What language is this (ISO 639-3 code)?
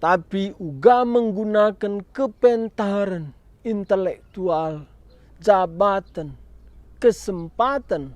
btx